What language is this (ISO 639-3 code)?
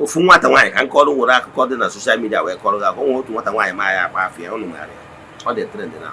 ibo